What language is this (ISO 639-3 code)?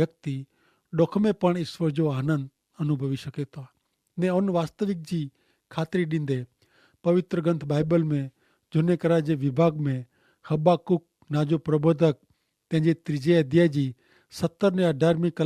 kfr